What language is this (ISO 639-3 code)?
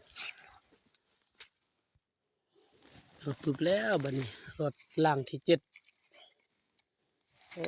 lao